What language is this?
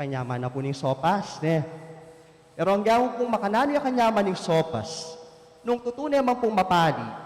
Pampanga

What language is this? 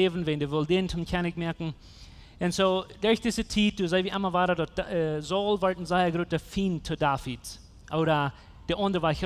Plautdietsch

